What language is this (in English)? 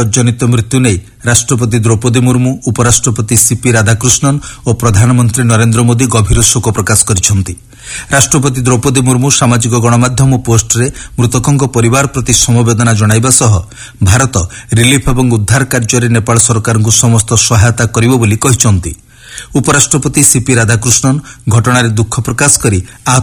Odia